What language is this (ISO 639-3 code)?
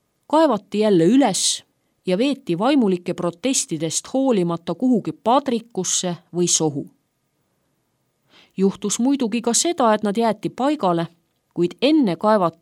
est